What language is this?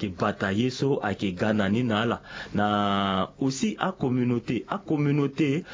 Sango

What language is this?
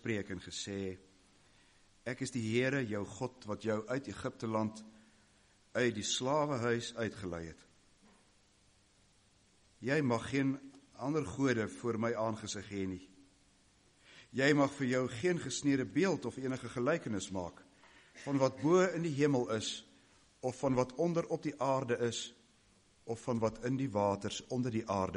Afrikaans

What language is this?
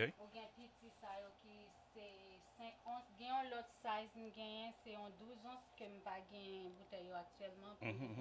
Haitian Creole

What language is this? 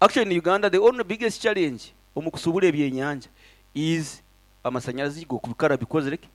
Nyankole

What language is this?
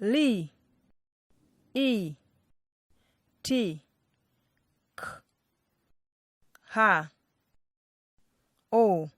Nyanja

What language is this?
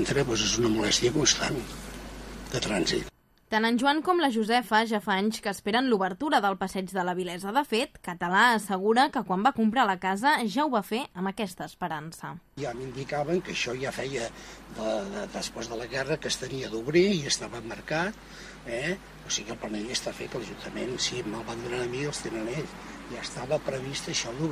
Catalan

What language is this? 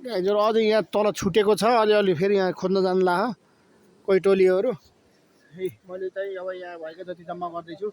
Nepali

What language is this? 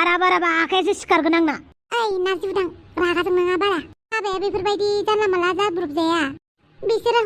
Bodo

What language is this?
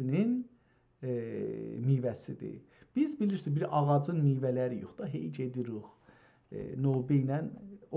South Azerbaijani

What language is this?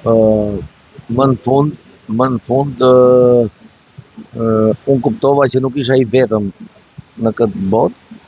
Albanian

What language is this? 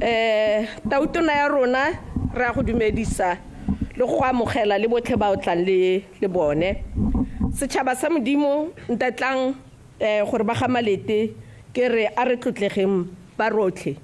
Tswana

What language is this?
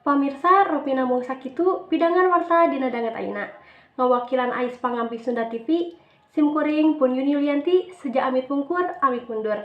Sundanese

